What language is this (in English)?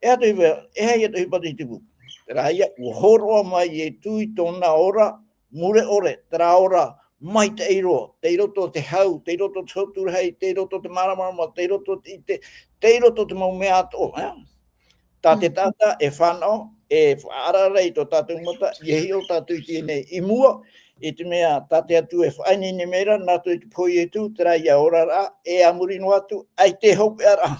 Tahitian